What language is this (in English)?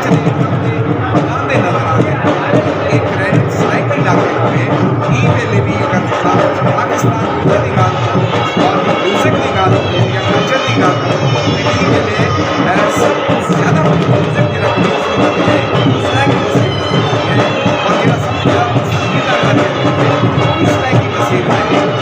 Saraiki